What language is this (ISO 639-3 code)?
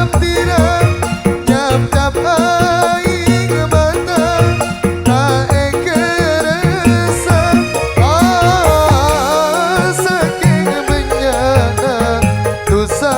mad